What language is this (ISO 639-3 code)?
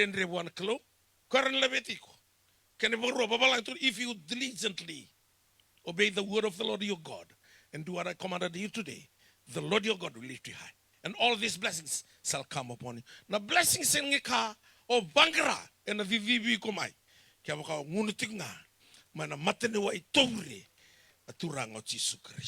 fij